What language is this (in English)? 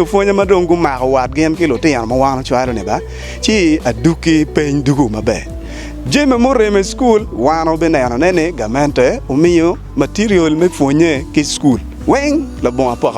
Acoli